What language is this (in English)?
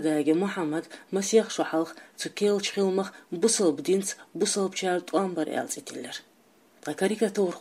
Chechen